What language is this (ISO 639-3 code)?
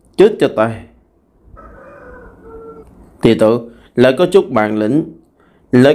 vie